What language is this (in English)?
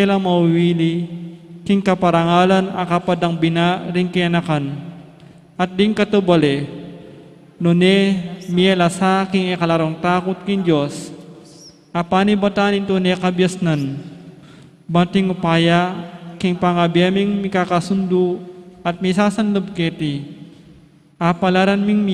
Pampanga